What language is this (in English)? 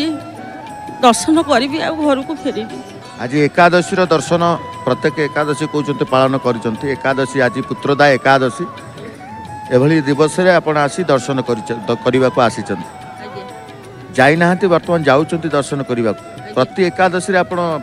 Odia